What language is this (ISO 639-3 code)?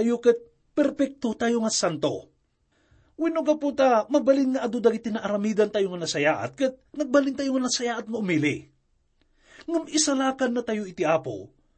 ilo